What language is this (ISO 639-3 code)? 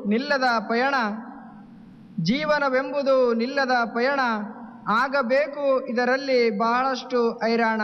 kan